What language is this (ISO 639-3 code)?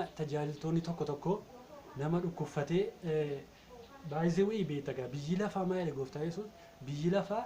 orm